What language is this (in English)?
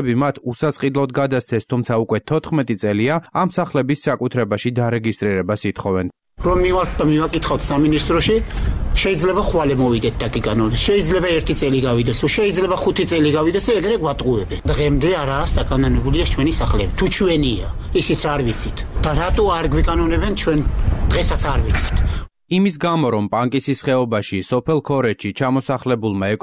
Georgian